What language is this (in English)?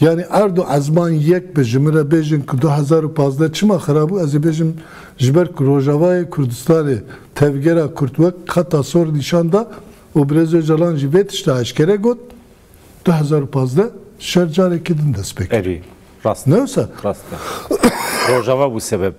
Kurdish